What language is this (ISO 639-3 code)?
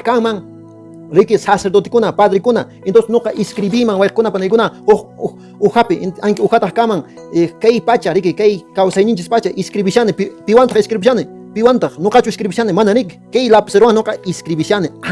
que